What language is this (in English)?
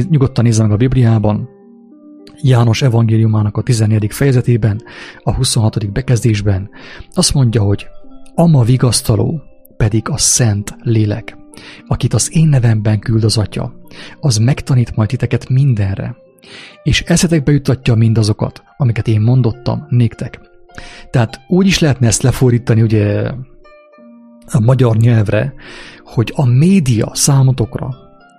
Hungarian